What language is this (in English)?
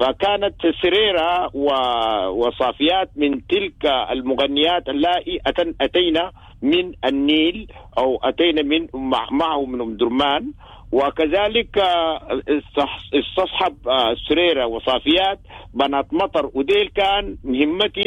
Sudanese Arabic